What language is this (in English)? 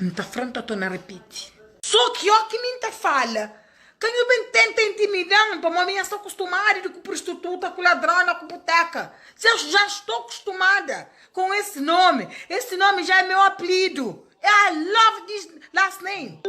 Kabuverdianu